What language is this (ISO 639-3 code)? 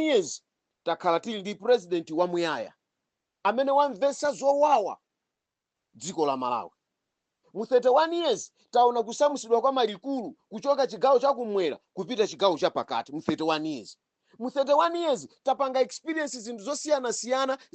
nya